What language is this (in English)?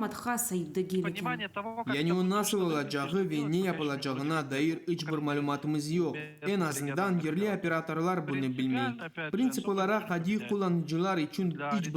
Crimean Tatar